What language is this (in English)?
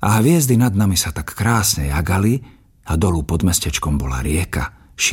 Slovak